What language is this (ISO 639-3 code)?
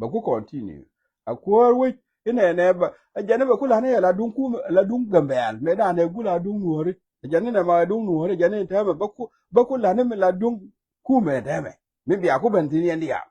nus